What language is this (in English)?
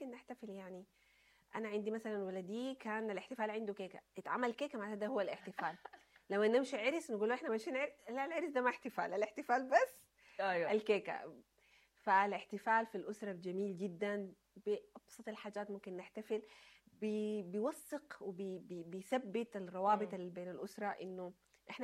Sudanese Arabic